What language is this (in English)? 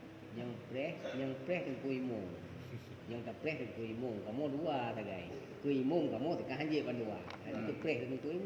Achinese